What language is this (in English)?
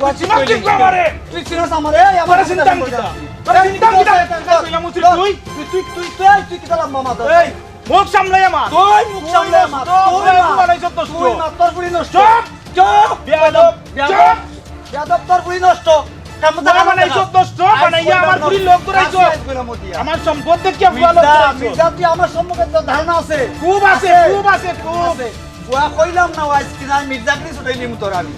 Sylheti